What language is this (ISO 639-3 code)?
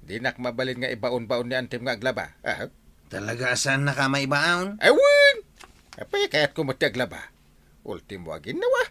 ilo